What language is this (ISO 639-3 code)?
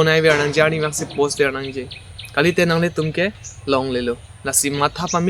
mjw